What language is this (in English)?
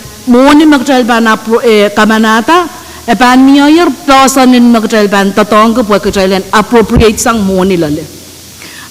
Pohnpeian